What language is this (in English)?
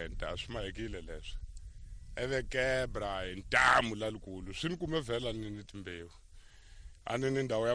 Tsonga